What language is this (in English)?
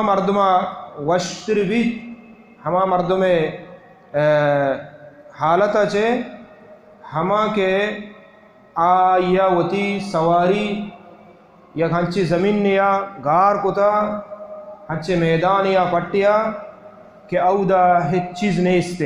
Baluchi